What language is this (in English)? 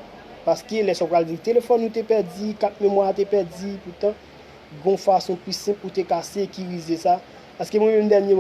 Haitian Creole